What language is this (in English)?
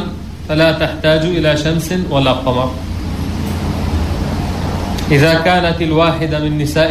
Arabic